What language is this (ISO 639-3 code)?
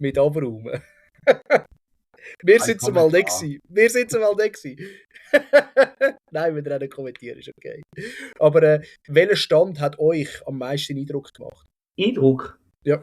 gsw